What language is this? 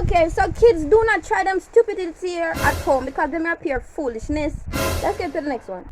Jamaican Creole English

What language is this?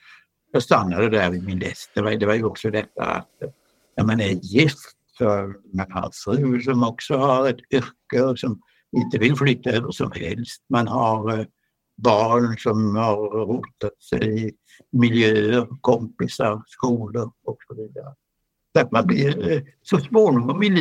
Swedish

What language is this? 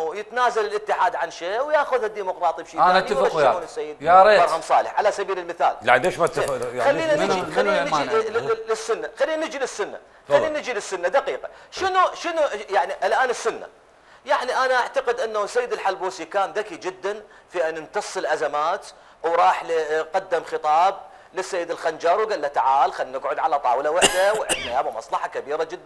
Mesopotamian Arabic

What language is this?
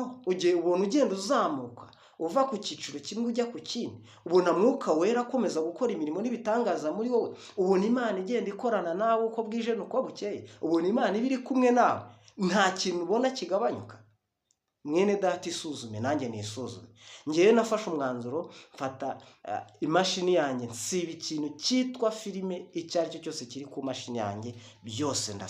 Kinyarwanda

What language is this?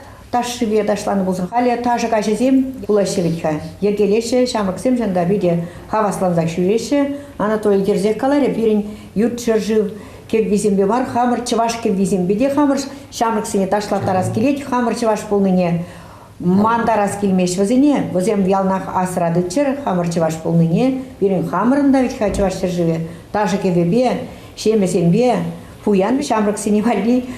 Chuvash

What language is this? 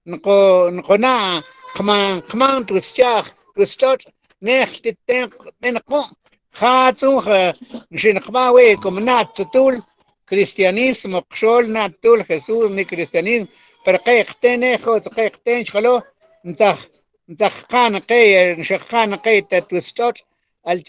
Mam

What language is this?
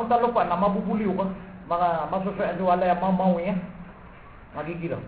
Maranao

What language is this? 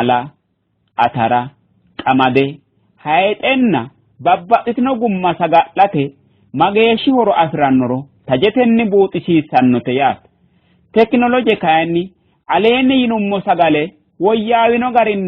Sidamo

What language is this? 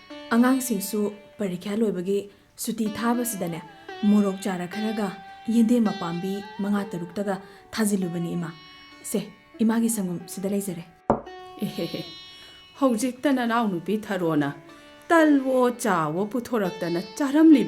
Manipuri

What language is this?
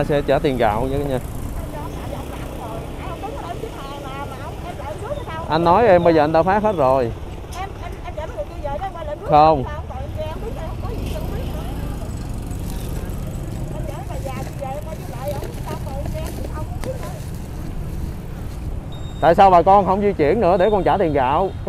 Vietnamese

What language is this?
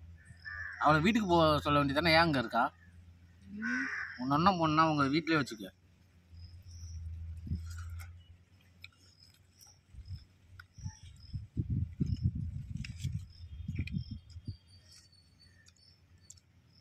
Tamil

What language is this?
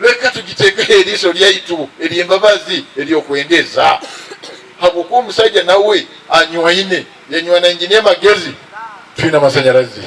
Nyankole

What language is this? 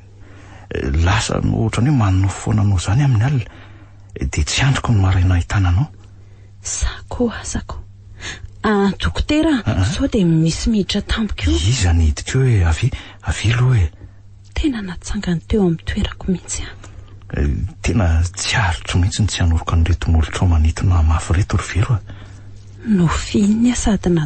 Malagasy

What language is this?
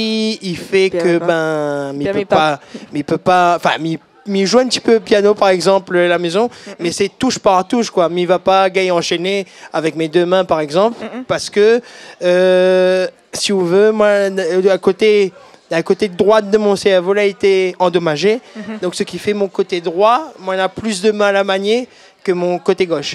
Réunion Creole French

